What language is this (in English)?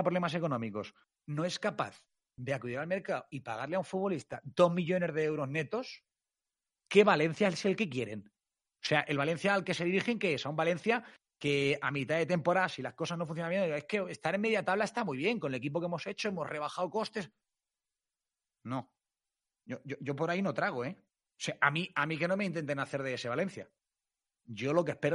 Spanish